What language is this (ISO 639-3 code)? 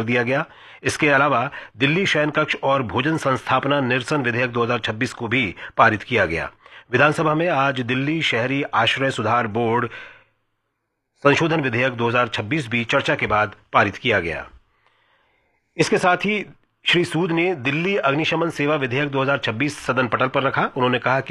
hin